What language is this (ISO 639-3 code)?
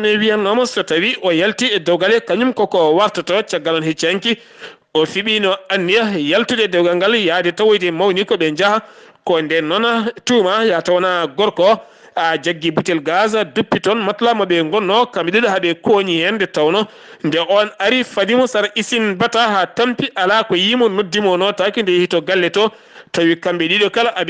ful